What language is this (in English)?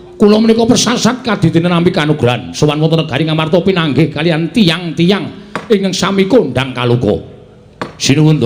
Javanese